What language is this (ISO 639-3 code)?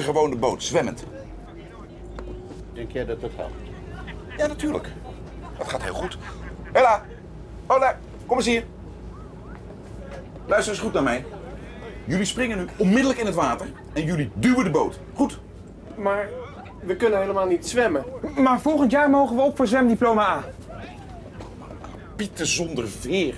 nld